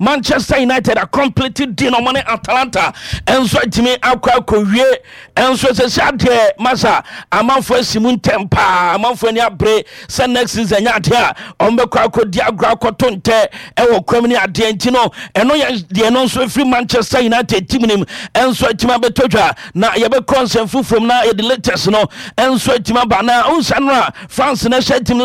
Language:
Akan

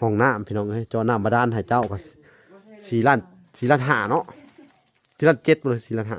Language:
Lao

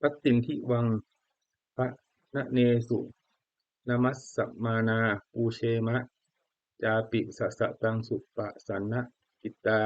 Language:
Pali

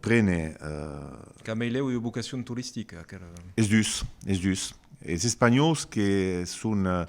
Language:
Occitan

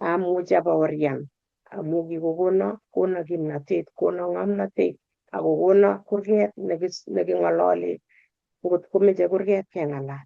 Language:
Kalenjin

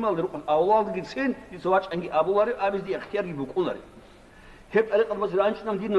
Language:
Avaric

